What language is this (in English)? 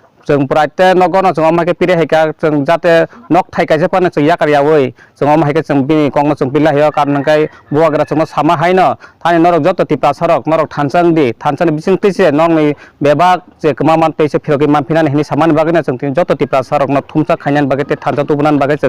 Kok Borok